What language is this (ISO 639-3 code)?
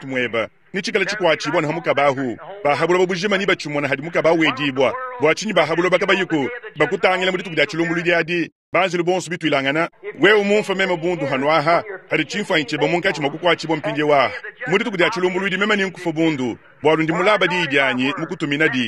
lua